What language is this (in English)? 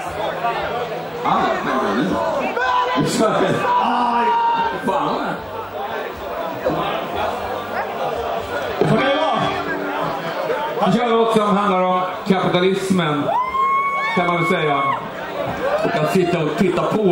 Swedish